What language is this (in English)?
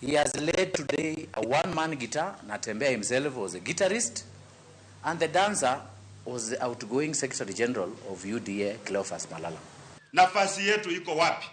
Luo (Kenya and Tanzania)